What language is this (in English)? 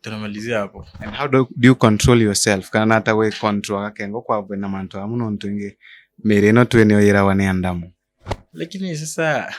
Meru